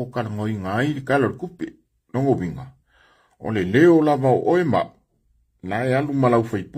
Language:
Samoan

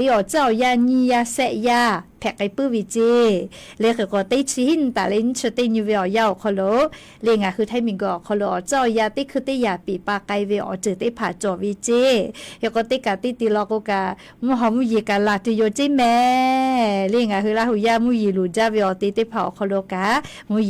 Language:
Lahu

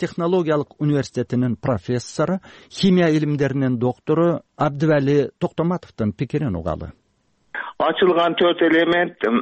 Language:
Kyrgyz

